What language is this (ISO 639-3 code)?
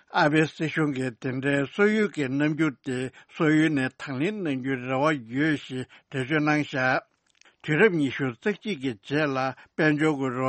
bod